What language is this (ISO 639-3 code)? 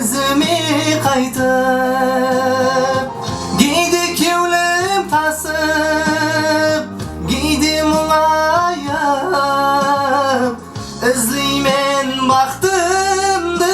kaa